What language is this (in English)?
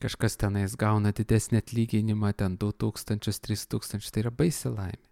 Lithuanian